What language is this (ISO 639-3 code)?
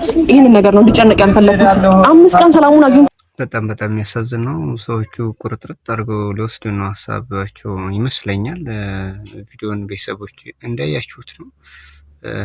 amh